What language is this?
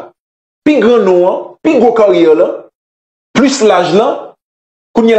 Haitian Creole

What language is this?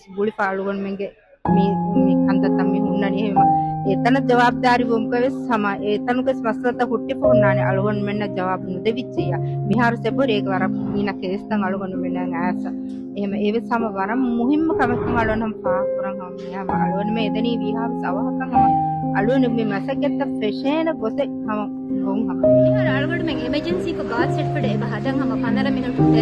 Divehi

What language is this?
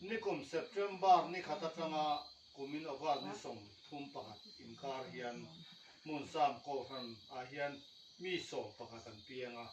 Mizo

